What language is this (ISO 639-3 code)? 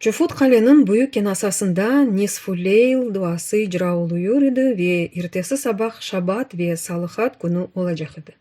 crh